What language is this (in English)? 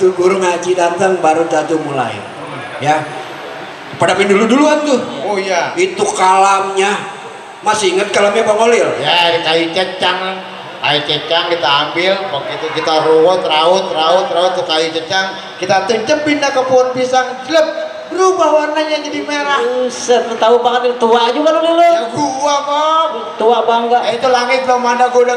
Betawi